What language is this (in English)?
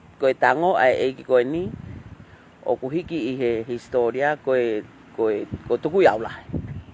Tongan